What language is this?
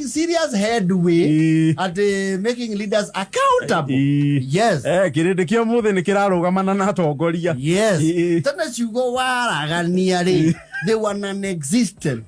Kikuyu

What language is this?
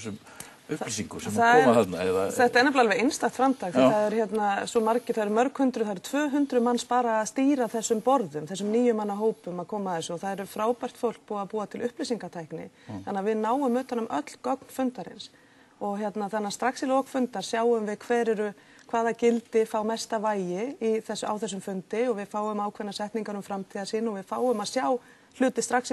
Icelandic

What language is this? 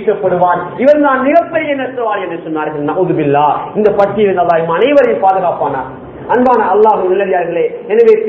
Tamil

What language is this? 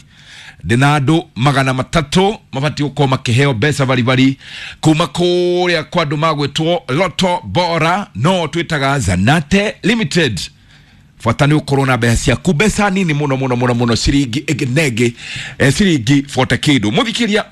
Kikuyu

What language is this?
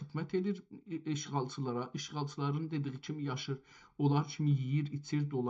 South Azerbaijani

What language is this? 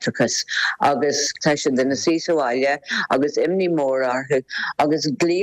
Irish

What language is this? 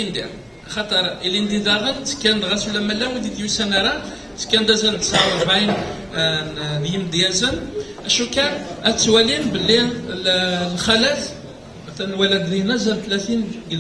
Kabyle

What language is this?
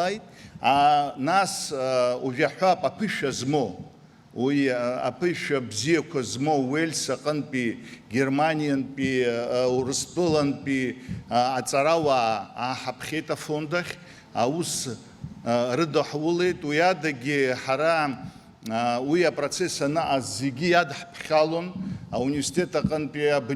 Abkhazian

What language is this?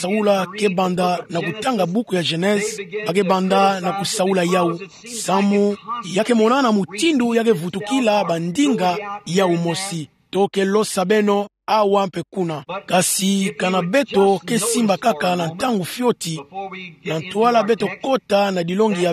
Kituba (Democratic Republic of Congo)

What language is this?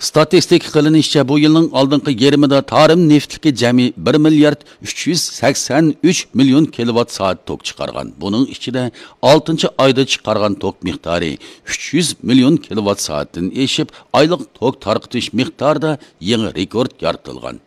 Uyghur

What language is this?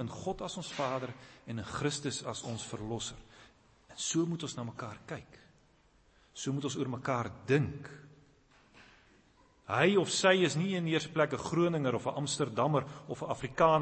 Afrikaans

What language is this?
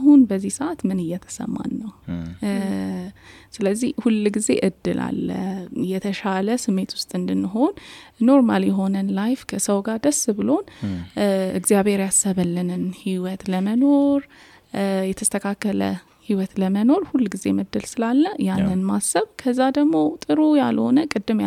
Amharic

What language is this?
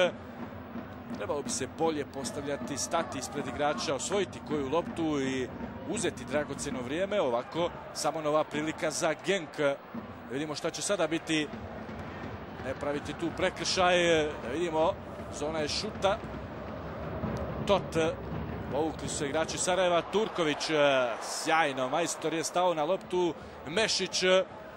Bosnian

